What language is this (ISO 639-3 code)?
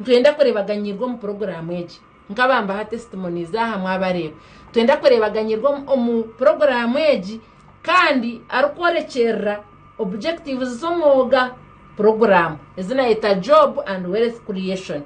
nyn